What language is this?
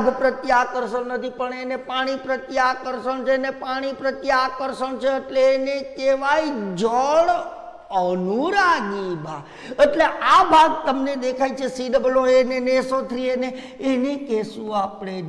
Gujarati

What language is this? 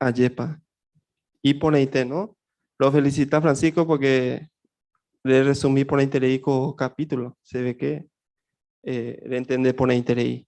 Guarani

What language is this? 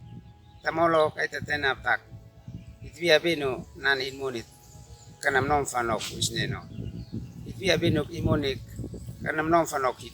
Uab Meto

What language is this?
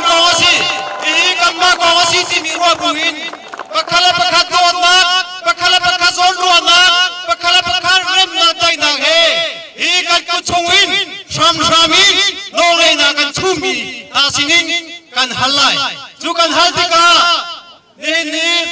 Hakha Chin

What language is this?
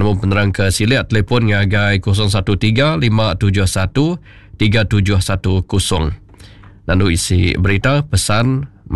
Iban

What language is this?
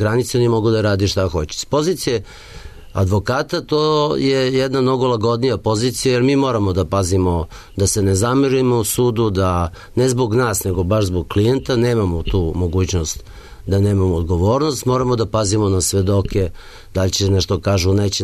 Serbian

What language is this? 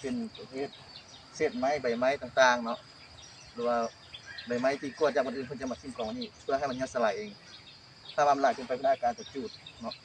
Lao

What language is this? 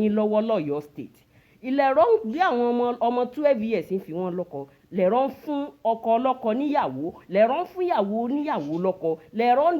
Yoruba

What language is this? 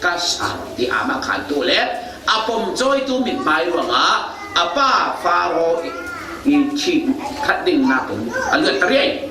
Falam Chin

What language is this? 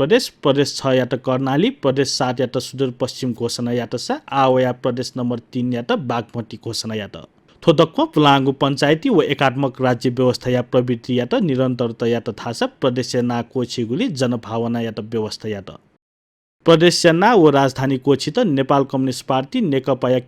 Newari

